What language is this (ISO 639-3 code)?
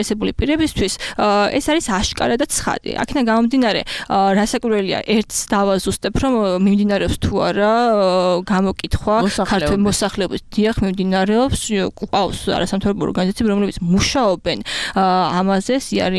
kat